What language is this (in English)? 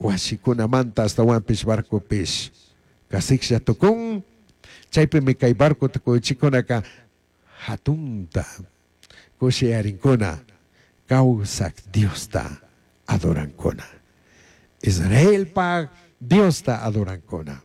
Chimborazo Highland Quichua